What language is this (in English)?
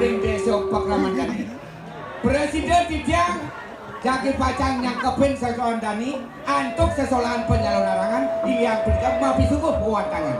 Balinese